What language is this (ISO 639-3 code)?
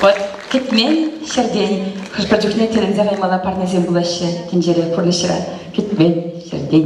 chv